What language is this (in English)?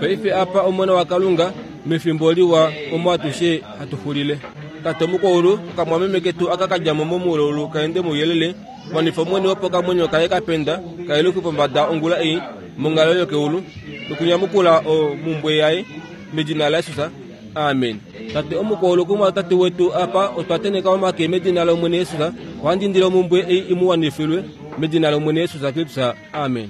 Kuanyama